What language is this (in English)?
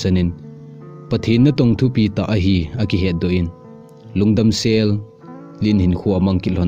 Thado Chin